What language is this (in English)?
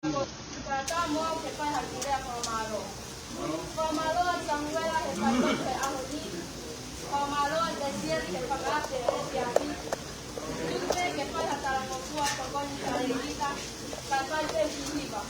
Tongan